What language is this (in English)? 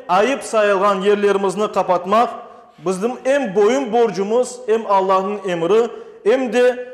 Crimean Tatar